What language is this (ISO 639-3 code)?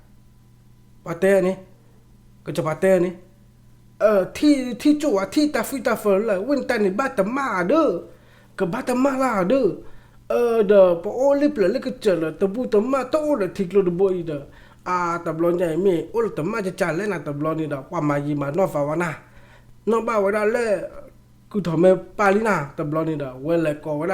ksw